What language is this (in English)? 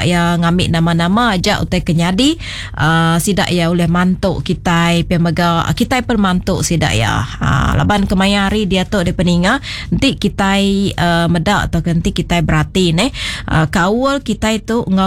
Iban